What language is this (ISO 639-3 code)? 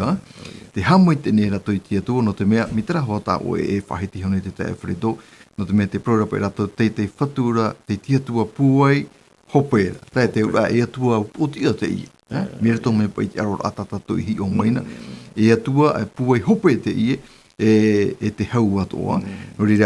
tah